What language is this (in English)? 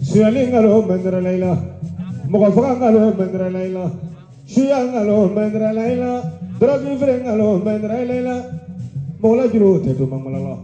Bambara